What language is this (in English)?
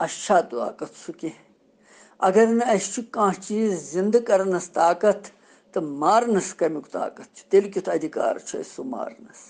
Kashmiri